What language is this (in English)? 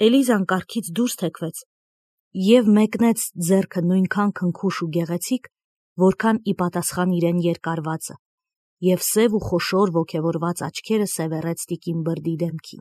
Armenian